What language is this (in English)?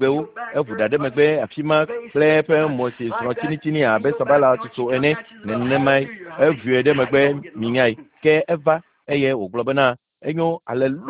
Ewe